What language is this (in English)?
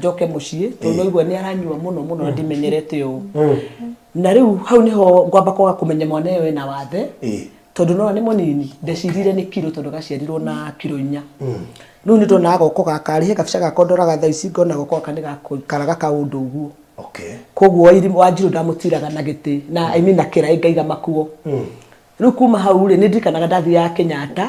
Kikuyu